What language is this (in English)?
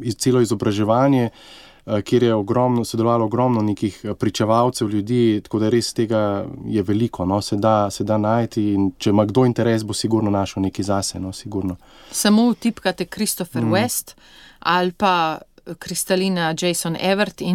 Slovenian